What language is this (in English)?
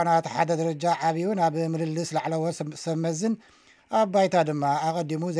Tigrinya